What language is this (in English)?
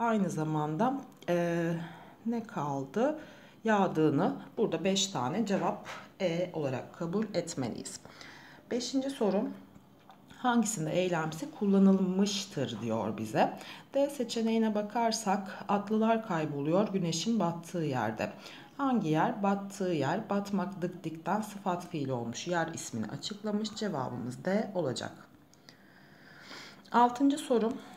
Turkish